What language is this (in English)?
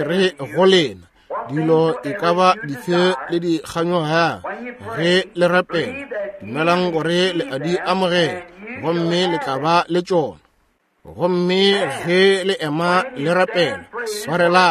Northern Sotho